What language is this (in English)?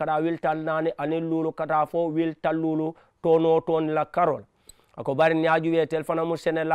Mandingo